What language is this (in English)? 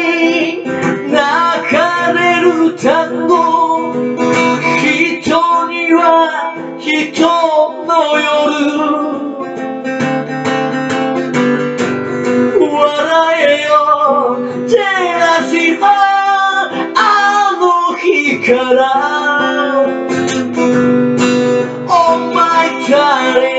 Japanese